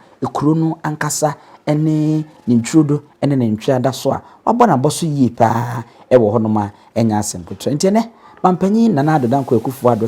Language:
Akan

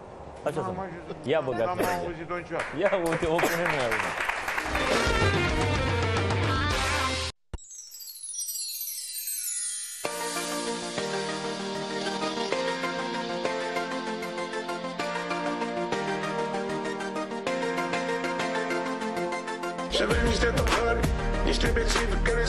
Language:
Romanian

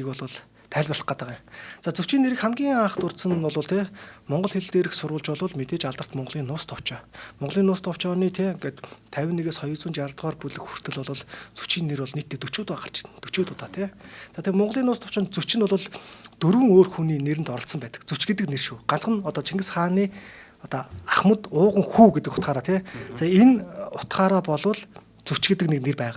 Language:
Mongolian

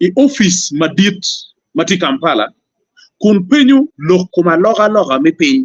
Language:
Acoli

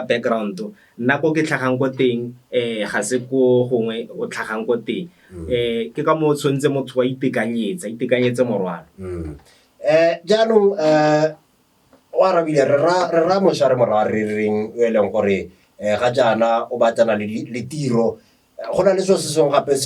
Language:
Tswana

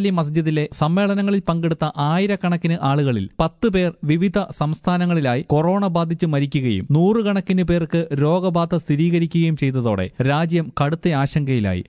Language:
Malayalam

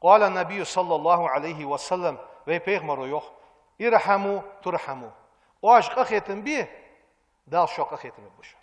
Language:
Ingush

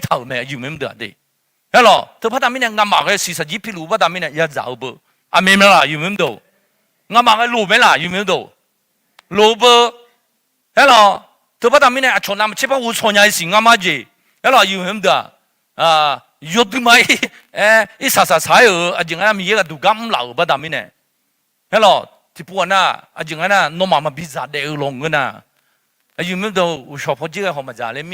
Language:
Akha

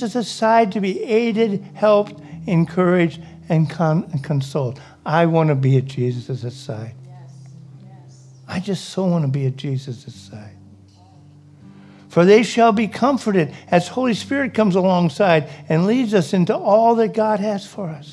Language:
English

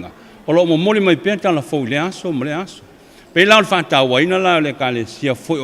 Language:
Samoan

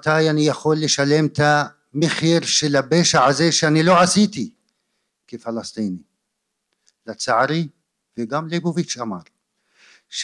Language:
Hebrew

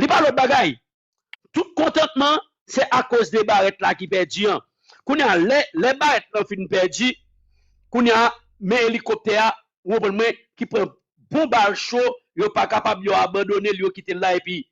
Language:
Haitian Creole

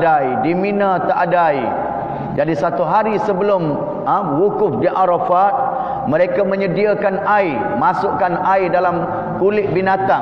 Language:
Malay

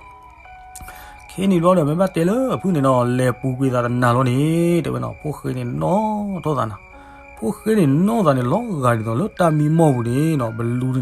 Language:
S'gaw Karen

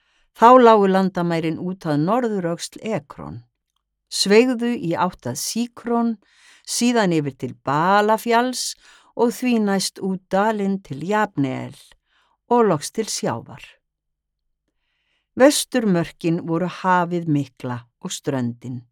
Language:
Icelandic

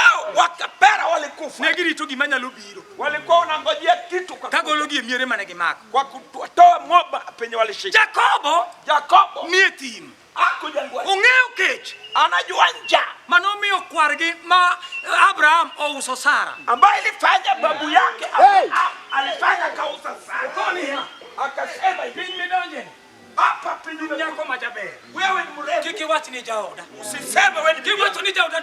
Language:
Luo (Kenya and Tanzania)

